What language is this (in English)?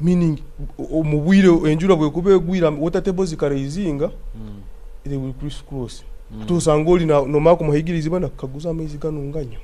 Nyoro